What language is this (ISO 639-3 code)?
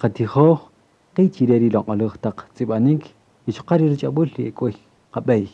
cak